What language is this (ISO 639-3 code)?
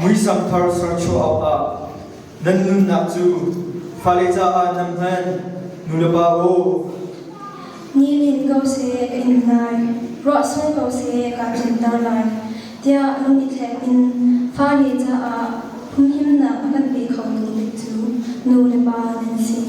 cnh